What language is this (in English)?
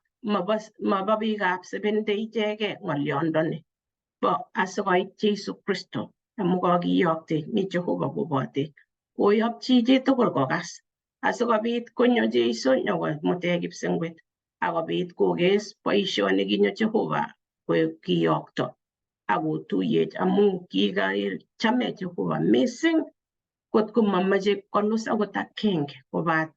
Kalenjin